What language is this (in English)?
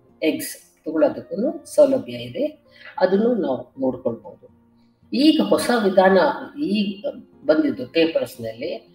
Kannada